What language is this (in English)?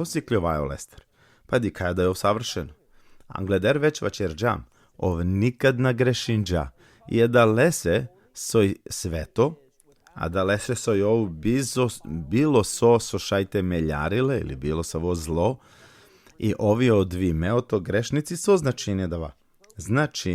Balkan Romani